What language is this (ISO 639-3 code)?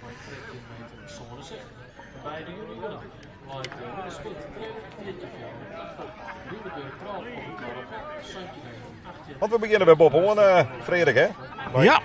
fry